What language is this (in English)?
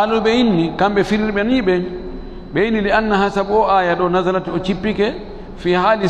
Fula